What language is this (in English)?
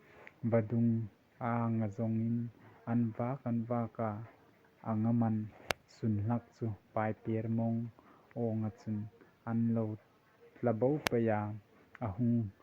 Hmar